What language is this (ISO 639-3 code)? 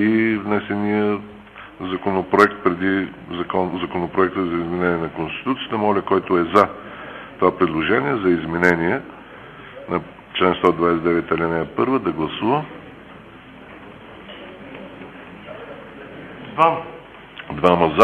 bul